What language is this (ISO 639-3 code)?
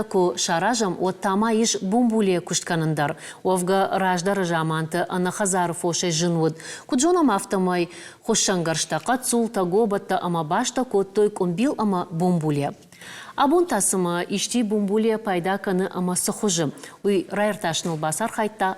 oss